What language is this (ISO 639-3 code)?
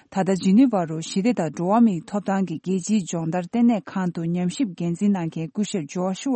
bod